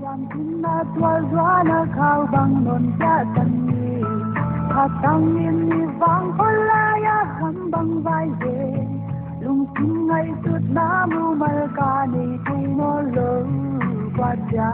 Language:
Paite Chin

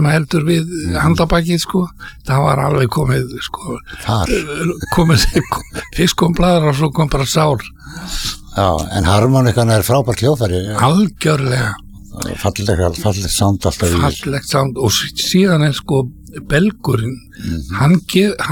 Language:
Icelandic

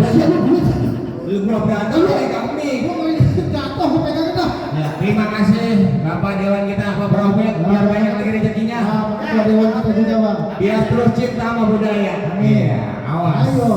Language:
Betawi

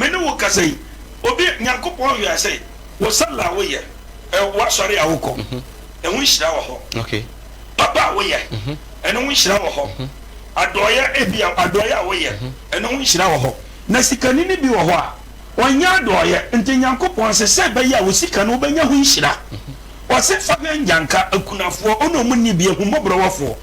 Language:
Akan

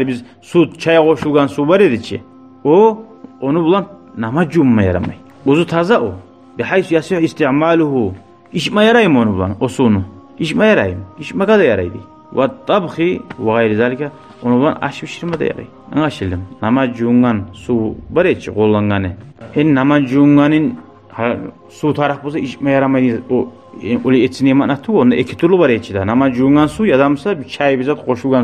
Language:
Kumyk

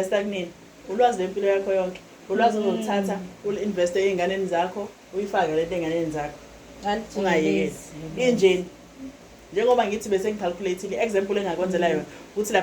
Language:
Zulu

